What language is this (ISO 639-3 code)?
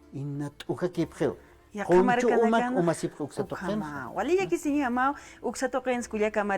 aym